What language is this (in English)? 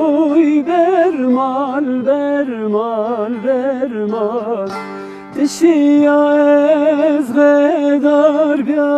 Zaza